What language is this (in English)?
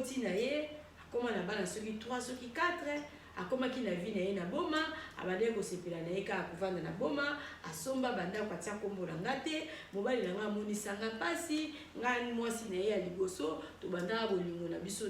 Lingala